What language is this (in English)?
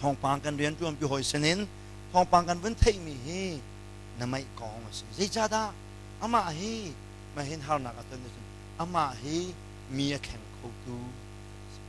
Hakha Chin